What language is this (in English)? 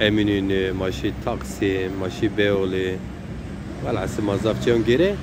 Zaza